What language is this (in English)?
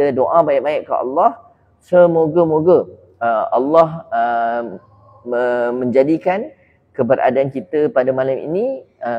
Malay